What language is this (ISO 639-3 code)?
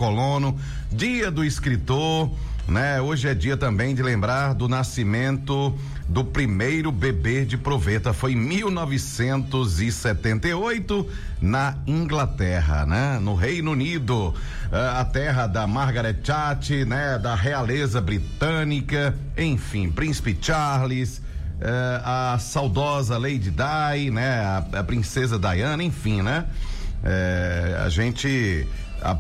por